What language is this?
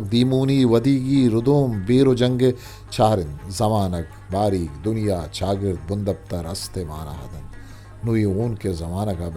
Eastern Balochi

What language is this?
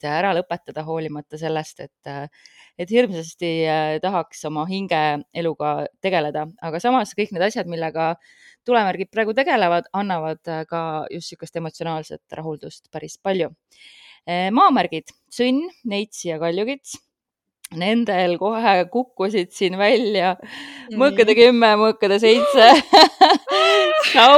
Estonian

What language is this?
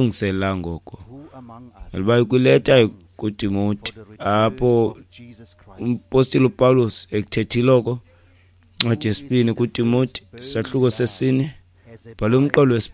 Xhosa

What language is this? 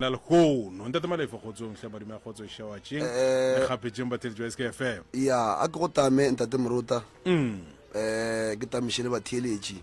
Northern Sotho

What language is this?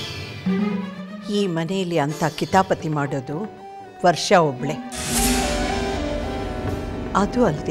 Kannada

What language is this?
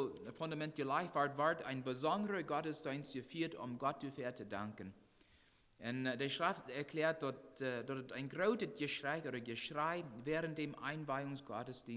Plautdietsch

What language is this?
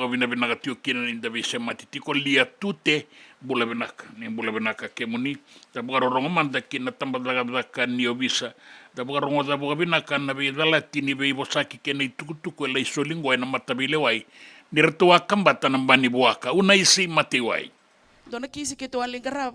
Fijian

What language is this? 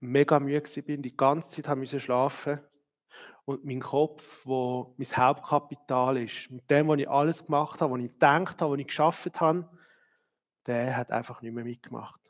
Swiss German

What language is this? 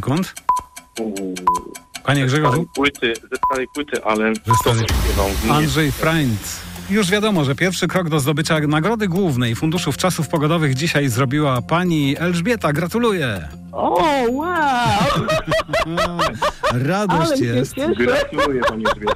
Polish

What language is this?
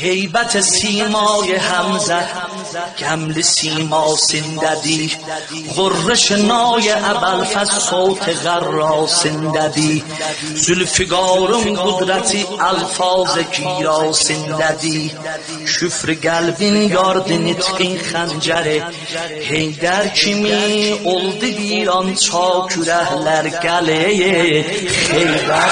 South Azerbaijani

